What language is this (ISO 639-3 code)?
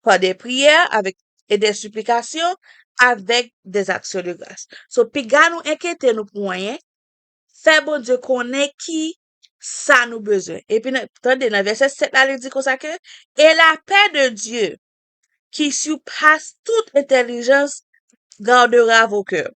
hat